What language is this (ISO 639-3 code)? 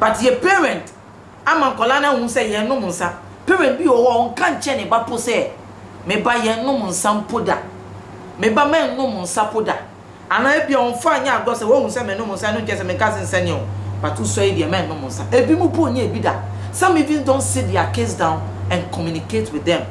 aka